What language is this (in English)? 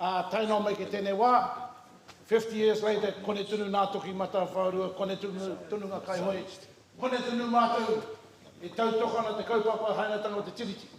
Māori